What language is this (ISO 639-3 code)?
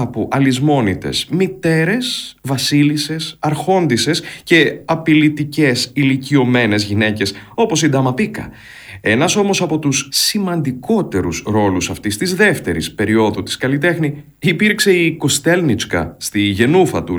ell